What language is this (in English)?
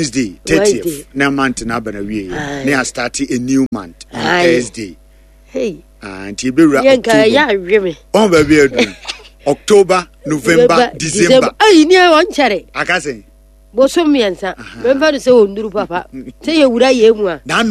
Akan